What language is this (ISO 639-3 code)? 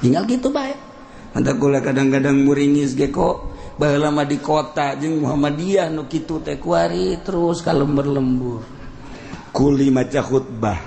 sun